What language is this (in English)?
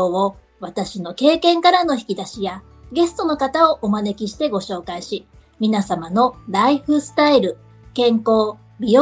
Japanese